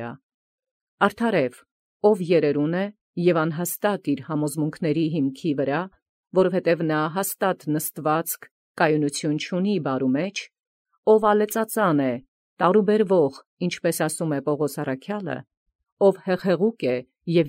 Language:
Armenian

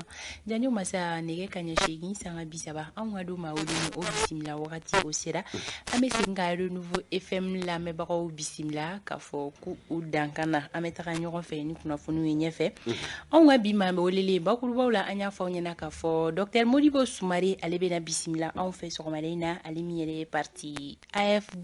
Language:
Bambara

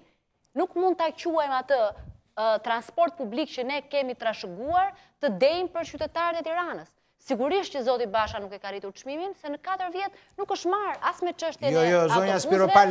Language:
Albanian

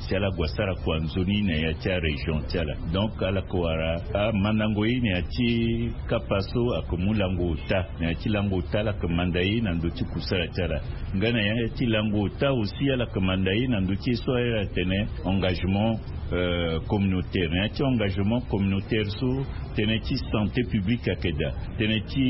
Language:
Sango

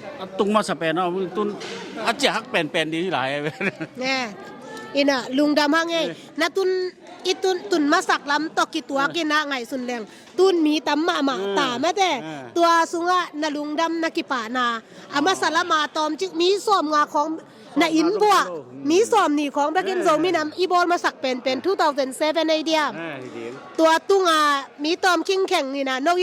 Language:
Tedim Chin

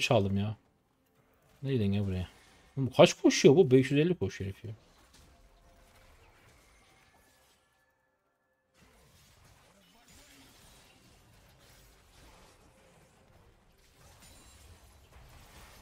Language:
Turkish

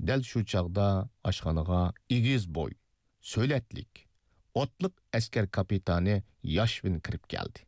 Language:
Uyghur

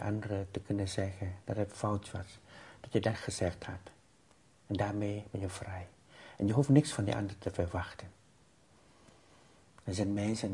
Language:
Dutch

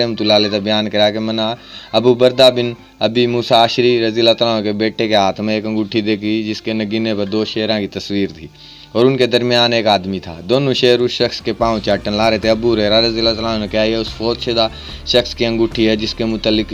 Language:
Haryanvi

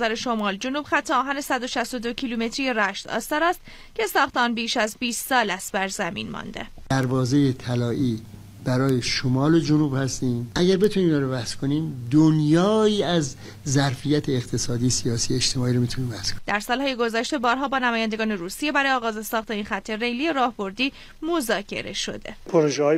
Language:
Persian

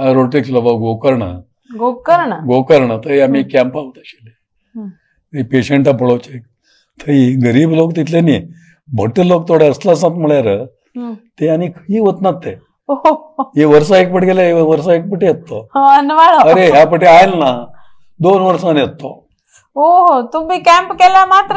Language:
Konkani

